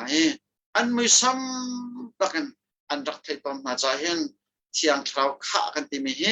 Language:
Hakha Chin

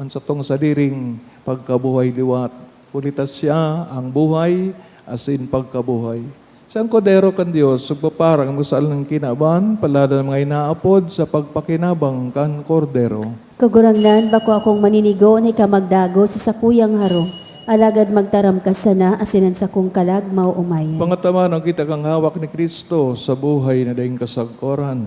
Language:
Bikol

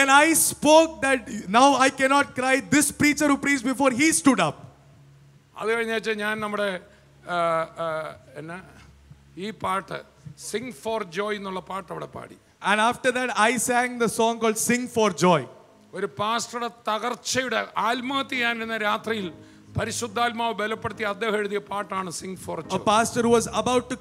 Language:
Malayalam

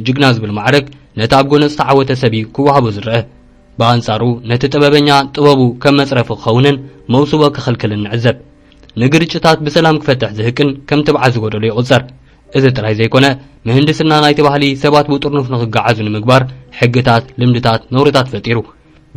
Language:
Tigrinya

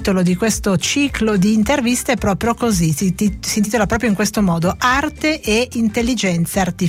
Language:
Italian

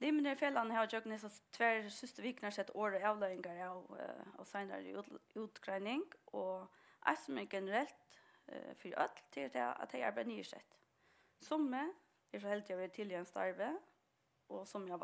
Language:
Faroese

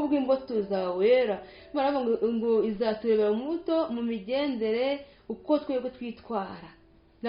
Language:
Kinyarwanda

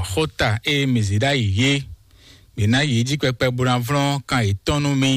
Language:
Fon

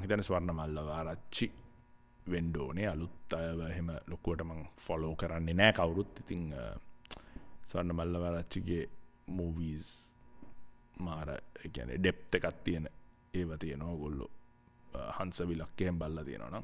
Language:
Sinhala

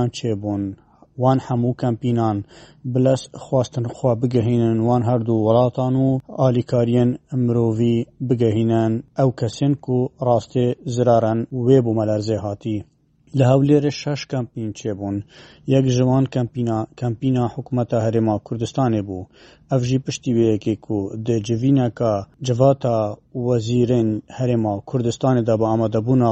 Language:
Kurdish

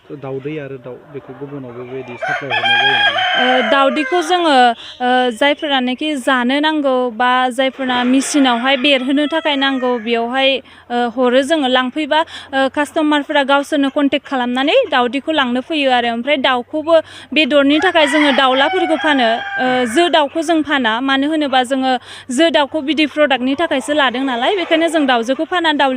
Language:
Bodo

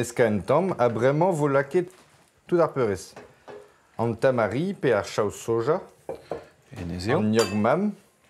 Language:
Breton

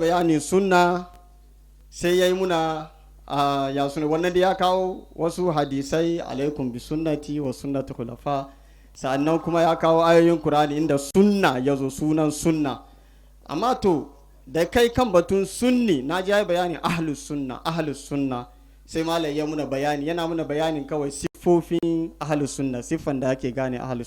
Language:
Hausa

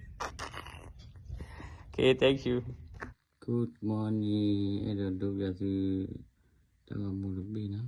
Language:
S'gaw Karen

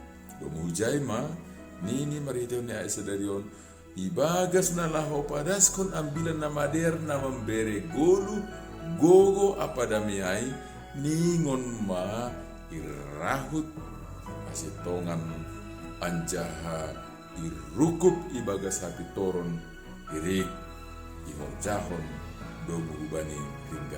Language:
Batak Simalungun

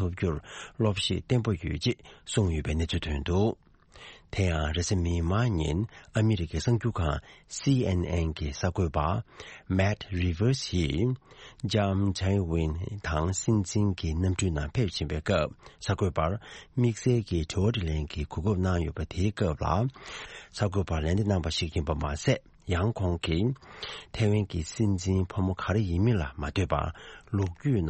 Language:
Tibetan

